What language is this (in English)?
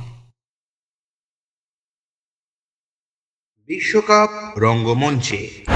Bangla